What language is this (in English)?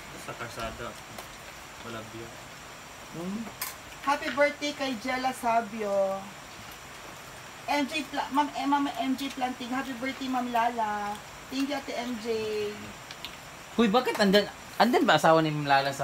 Filipino